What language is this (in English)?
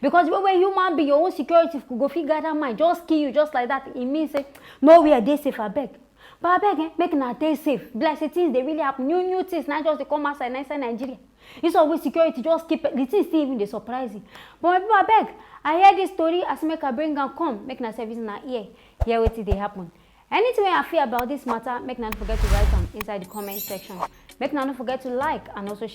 Nigerian Pidgin